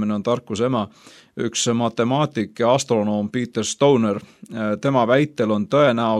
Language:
Estonian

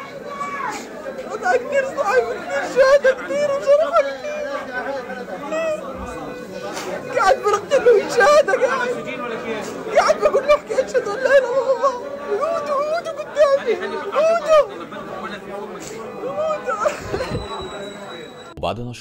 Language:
Egyptian Arabic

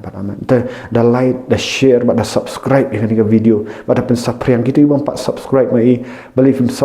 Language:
Khasi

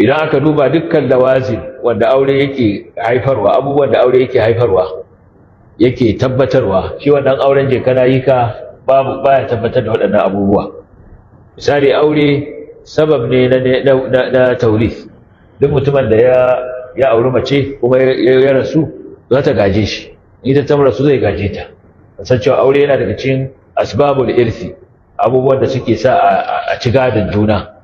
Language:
Hausa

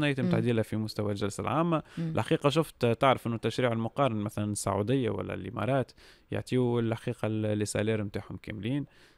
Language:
Tunisian Arabic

